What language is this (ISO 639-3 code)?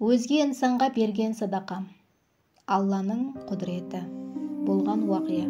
kaa